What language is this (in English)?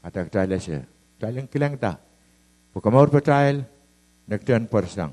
Pohnpeian